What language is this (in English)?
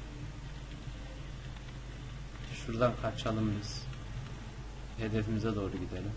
Turkish